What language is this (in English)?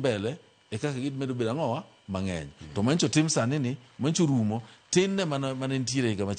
Luo (Kenya and Tanzania)